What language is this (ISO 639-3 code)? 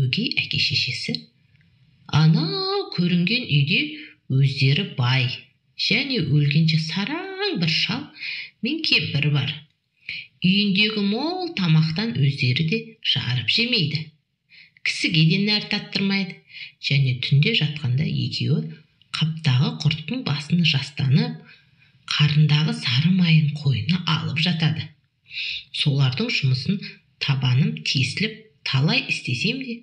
kaz